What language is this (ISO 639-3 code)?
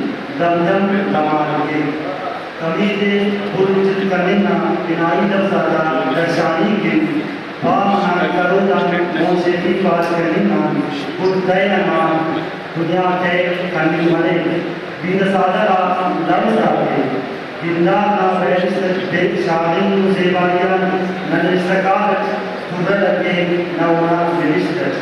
brh